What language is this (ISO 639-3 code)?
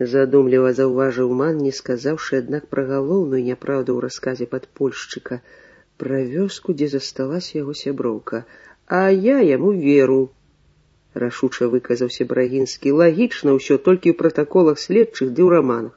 bel